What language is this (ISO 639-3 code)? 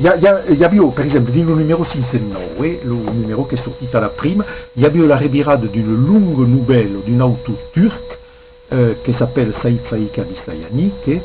oci